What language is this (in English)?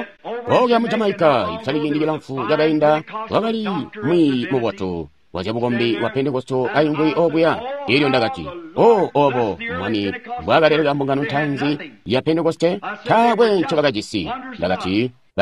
Tonga (Zambia)